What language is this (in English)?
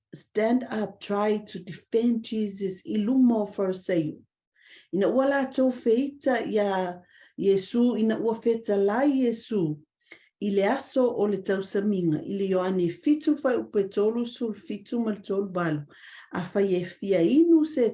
Samoan